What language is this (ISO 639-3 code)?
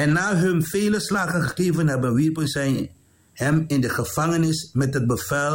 srn